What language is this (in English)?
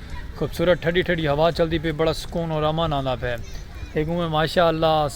Saraiki